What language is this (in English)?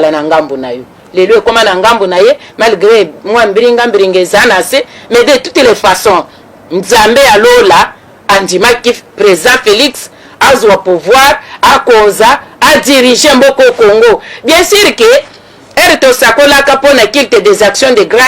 Lingala